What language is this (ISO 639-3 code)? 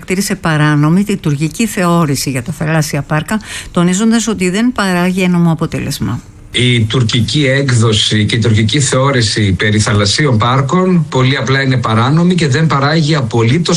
ell